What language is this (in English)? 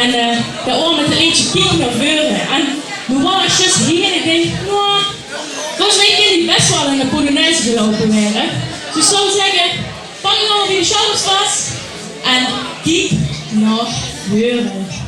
Limburgish